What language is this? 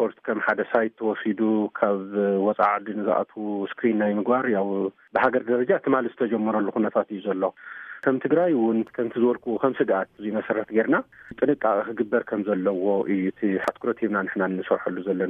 Tigrinya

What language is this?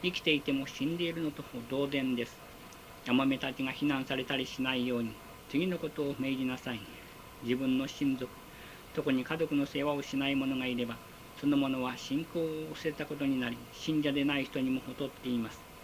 Japanese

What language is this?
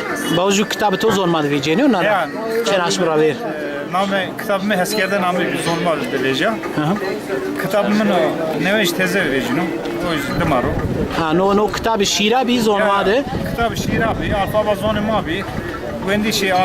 Zaza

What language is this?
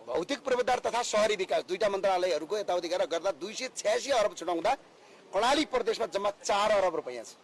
Nepali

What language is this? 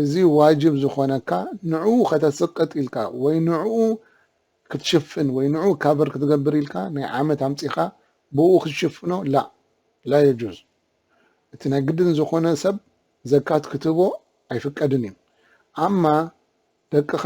Tigrinya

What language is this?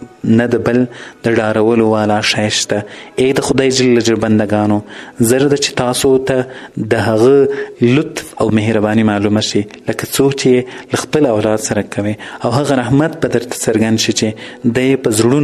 Pashto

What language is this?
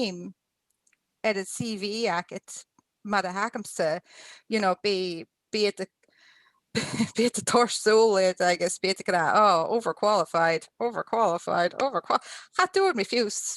Scottish Gaelic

